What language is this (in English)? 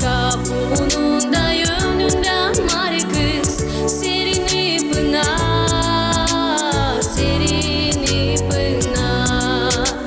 Gagauz